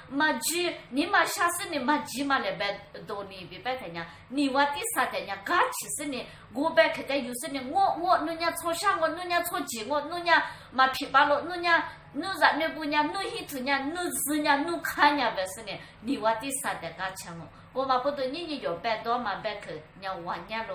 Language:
Lisu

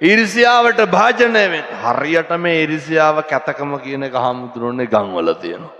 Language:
Sinhala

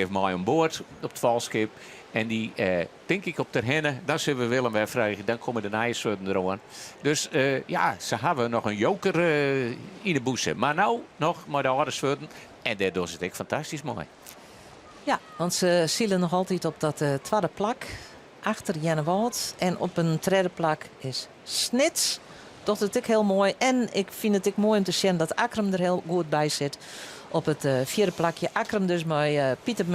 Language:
Western Frisian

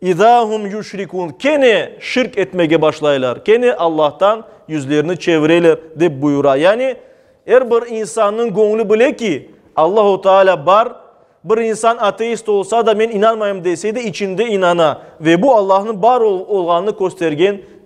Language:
Crimean Tatar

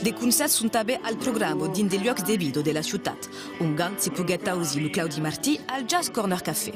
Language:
Occitan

